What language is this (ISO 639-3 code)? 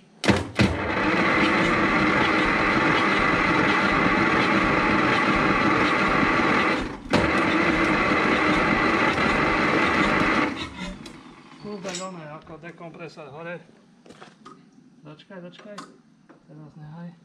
slk